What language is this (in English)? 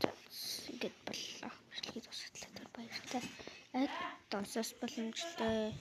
Mongolian